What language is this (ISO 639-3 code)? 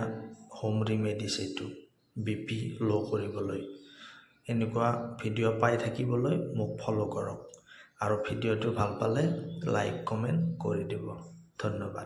asm